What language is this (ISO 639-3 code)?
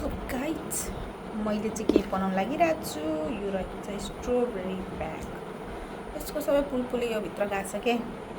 nep